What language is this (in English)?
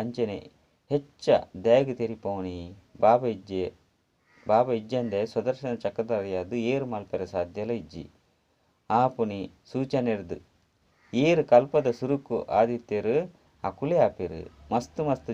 Tulu